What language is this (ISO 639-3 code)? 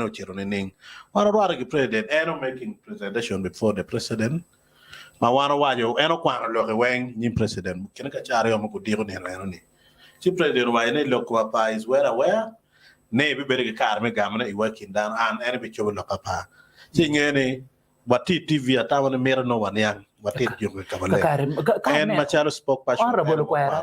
ach